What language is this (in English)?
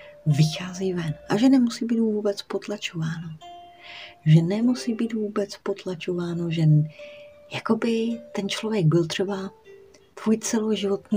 Czech